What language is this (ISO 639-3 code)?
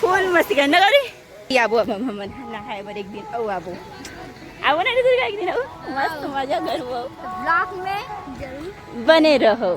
hne